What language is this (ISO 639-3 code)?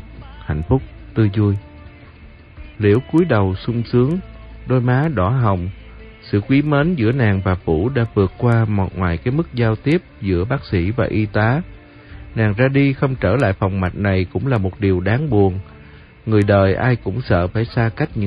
vie